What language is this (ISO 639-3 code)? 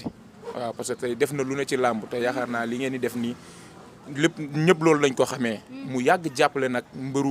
wol